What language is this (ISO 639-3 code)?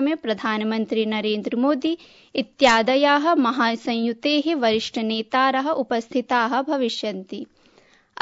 san